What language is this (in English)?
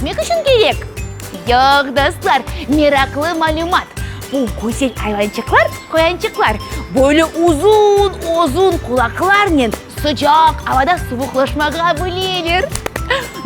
Crimean Tatar